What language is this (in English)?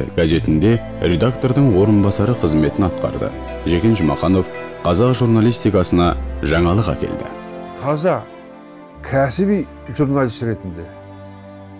Kazakh